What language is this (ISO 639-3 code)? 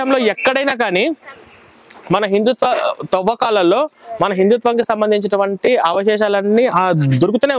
tel